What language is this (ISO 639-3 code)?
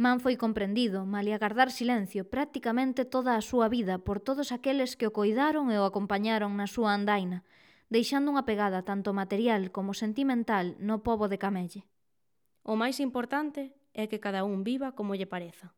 glg